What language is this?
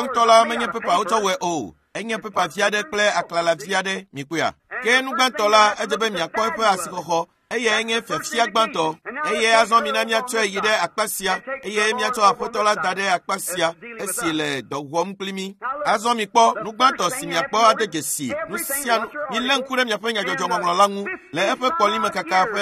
Ewe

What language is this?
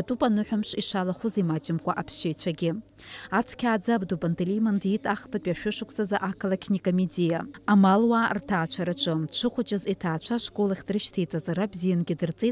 Abkhazian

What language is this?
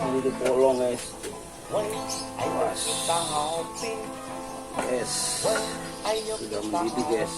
Betawi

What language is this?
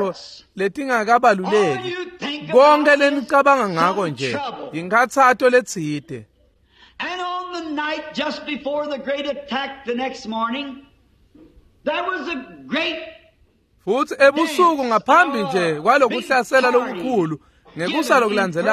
Swati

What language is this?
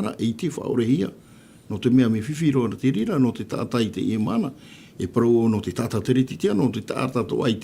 Tahitian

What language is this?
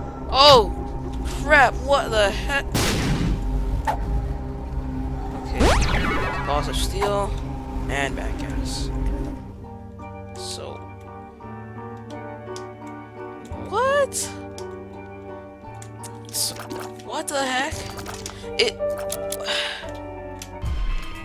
English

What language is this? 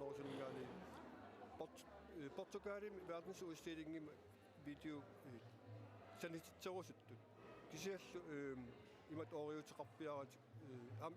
Kalaallisut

